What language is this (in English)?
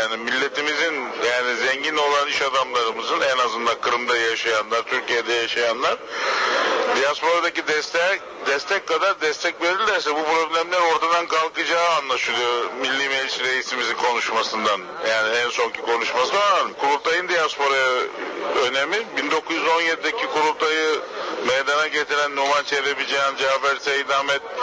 Tatar